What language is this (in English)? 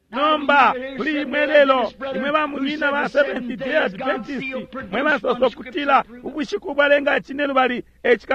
Bemba